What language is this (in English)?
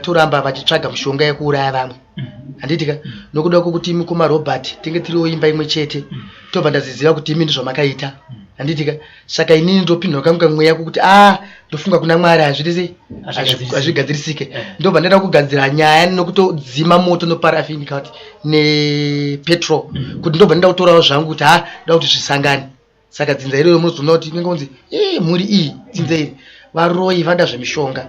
Shona